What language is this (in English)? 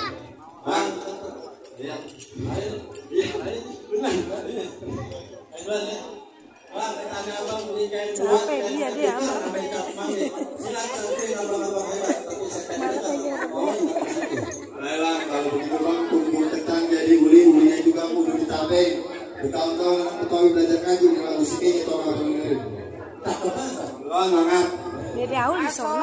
Betawi